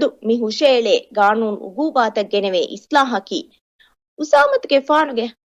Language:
Divehi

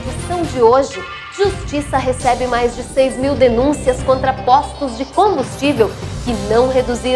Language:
Portuguese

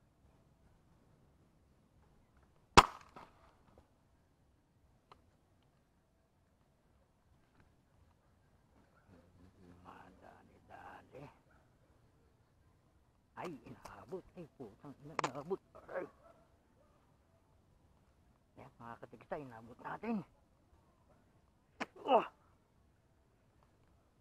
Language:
Filipino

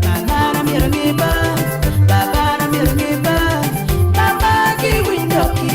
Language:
Acoli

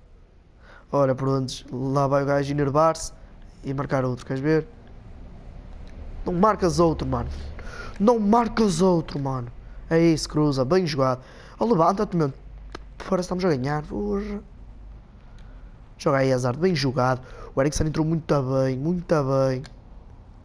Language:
Portuguese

